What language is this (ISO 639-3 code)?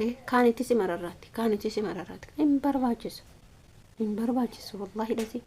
orm